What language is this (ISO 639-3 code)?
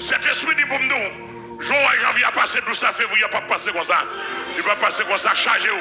hat